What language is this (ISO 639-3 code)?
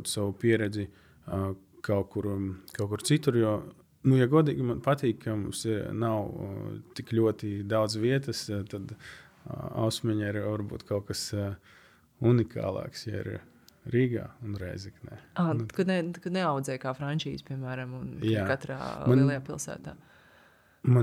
lav